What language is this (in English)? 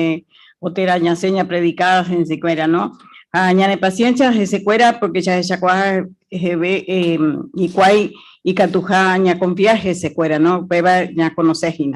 Guarani